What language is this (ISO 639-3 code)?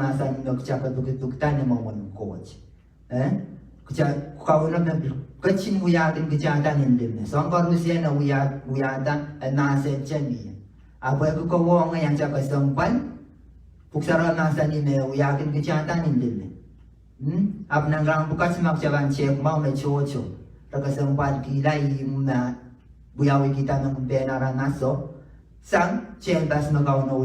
pon